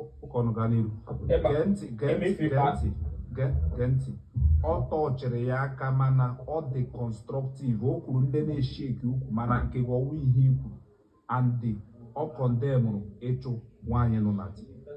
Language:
Igbo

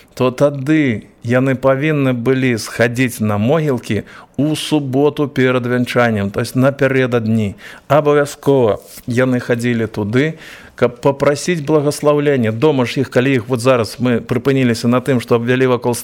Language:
Belarusian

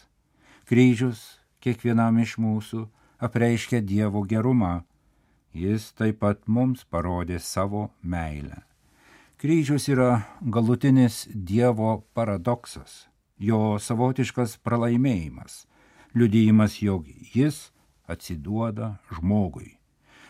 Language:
Lithuanian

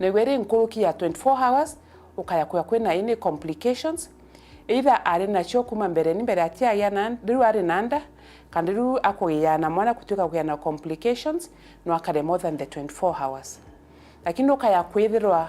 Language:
Meru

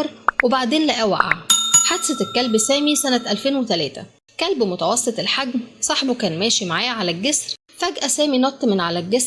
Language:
Egyptian Arabic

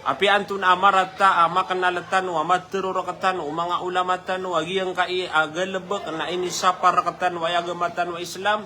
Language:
Maranao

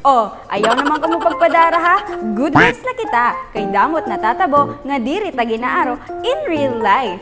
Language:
Waray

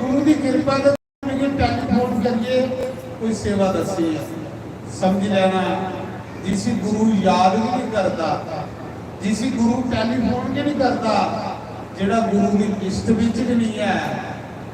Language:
Dogri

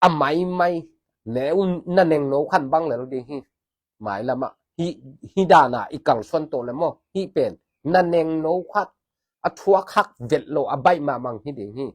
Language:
Tedim Chin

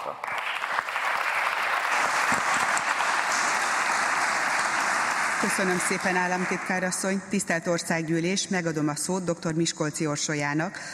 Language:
Hungarian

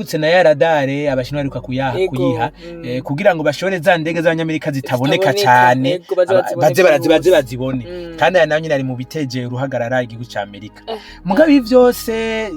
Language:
Rundi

